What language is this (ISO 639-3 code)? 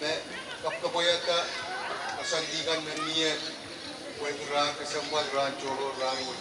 pon